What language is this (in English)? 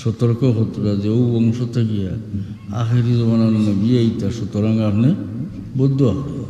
Sylheti